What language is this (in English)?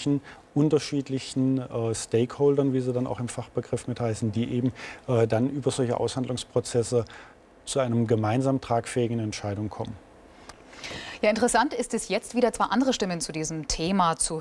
German